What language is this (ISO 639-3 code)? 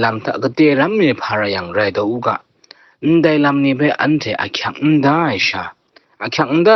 kac